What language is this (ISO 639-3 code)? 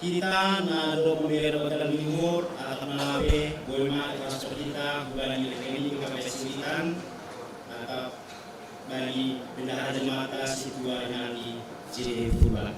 bts